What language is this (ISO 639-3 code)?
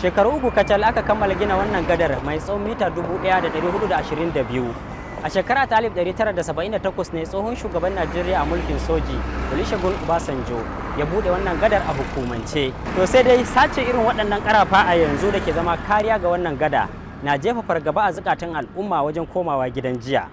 hau